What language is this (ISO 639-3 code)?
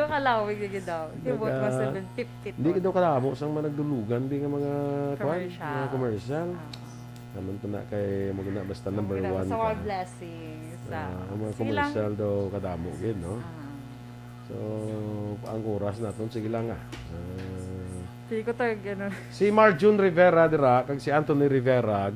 hil